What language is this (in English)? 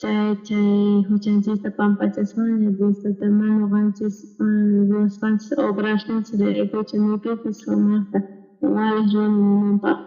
South Bolivian Quechua